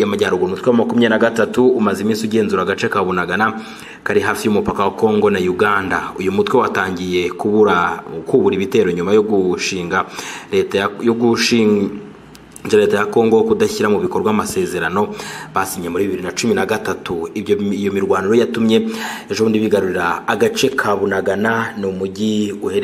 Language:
Kinyarwanda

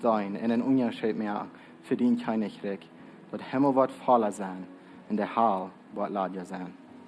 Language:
Plautdietsch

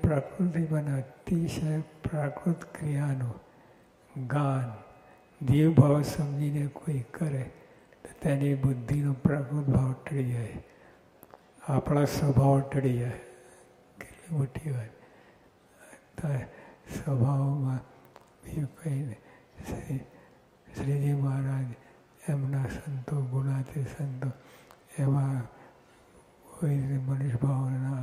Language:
Gujarati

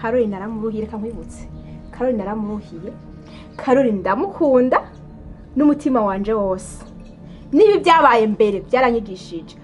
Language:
Rundi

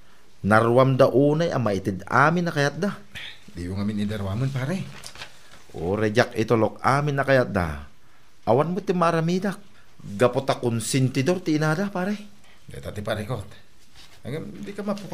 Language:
Iloko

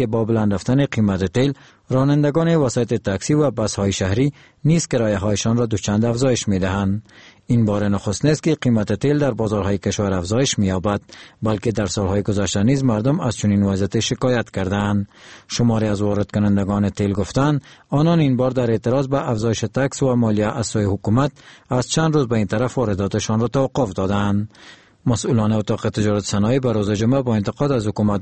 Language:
Persian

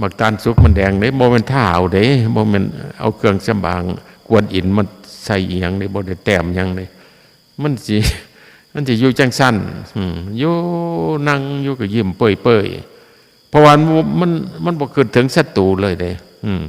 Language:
Northeastern Thai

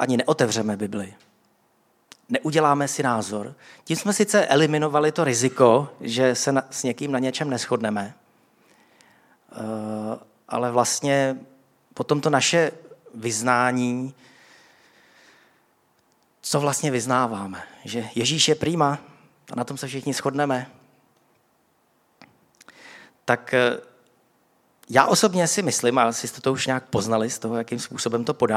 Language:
Czech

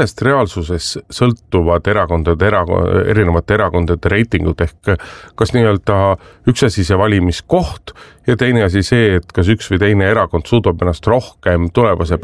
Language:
Estonian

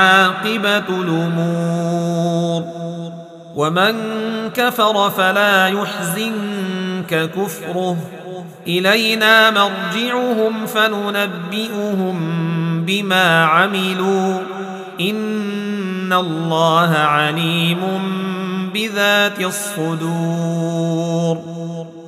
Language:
Arabic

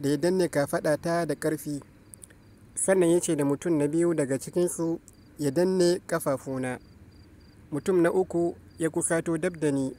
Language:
Hausa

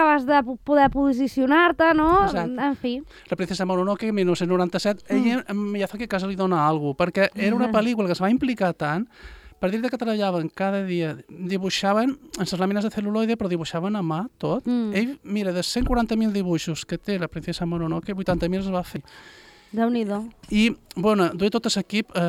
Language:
Catalan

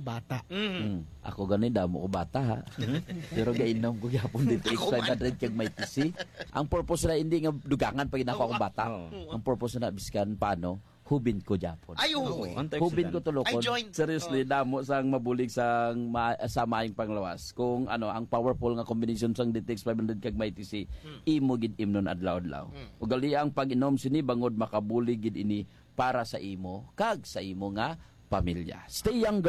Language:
Hiligaynon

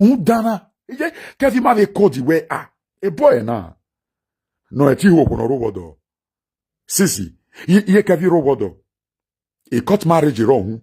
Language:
Nigerian Pidgin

